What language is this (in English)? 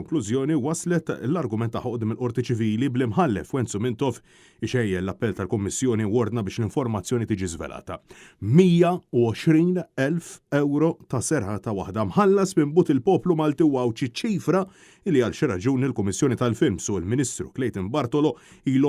Maltese